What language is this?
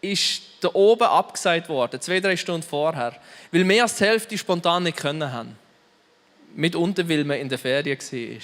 Swiss German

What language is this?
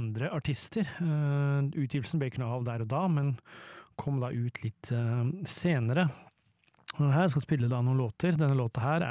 Norwegian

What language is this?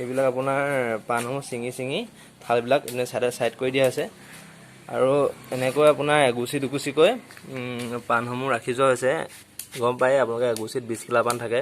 Assamese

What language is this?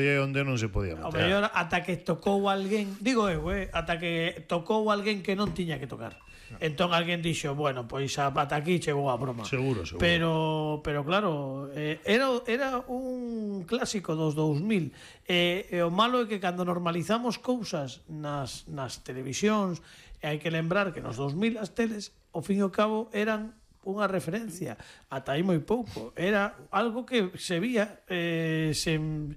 Galician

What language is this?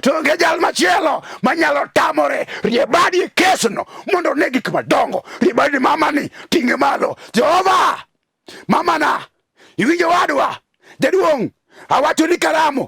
Luo (Kenya and Tanzania)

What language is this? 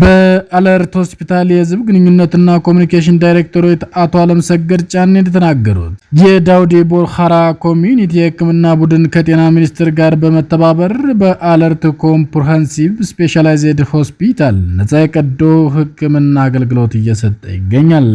Amharic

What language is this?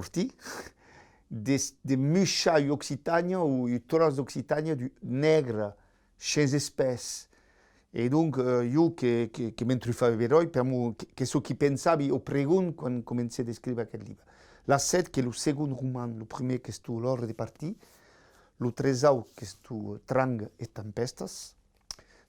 Occitan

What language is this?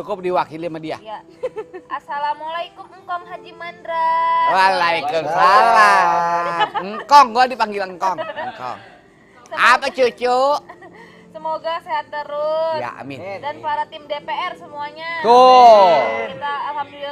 Betawi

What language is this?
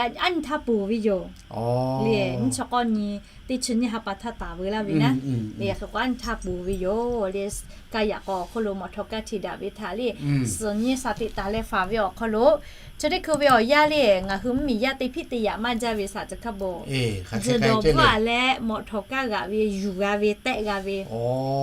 Lahu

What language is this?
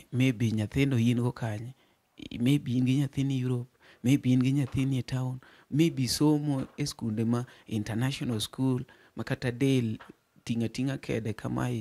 Luo (Kenya and Tanzania)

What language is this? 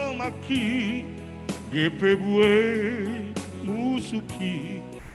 Batak Simalungun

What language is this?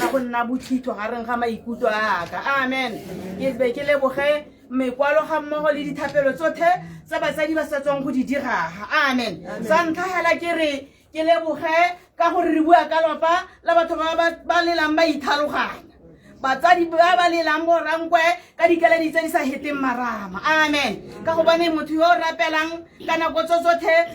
Tswana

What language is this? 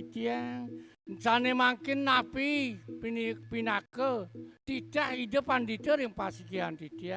Balinese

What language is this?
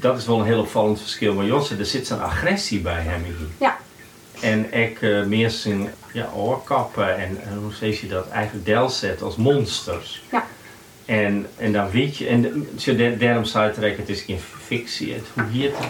Western Frisian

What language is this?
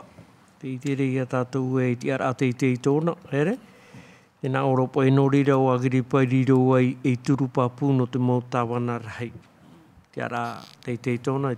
Tahitian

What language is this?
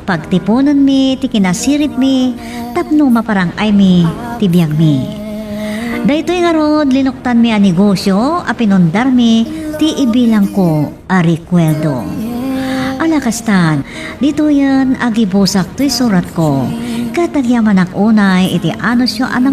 Iloko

